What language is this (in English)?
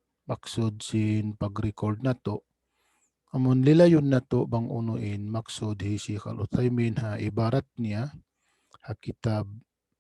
Tausug